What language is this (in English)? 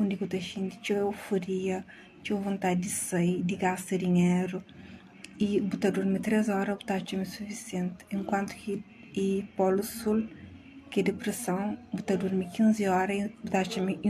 Kabuverdianu